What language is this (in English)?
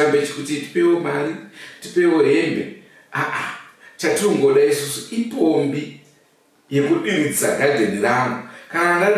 Shona